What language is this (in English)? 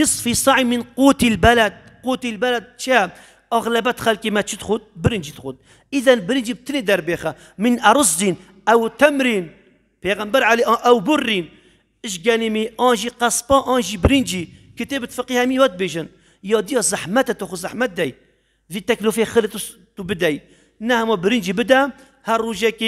Kurdish